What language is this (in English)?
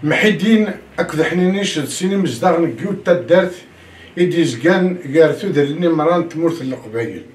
Kabyle